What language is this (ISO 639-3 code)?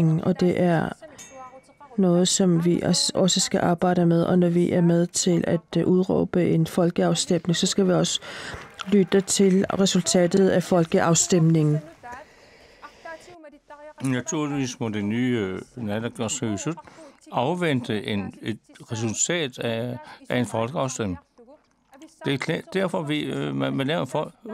dan